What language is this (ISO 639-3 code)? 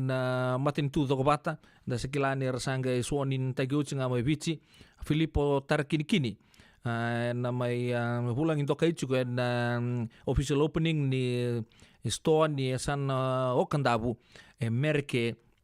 fij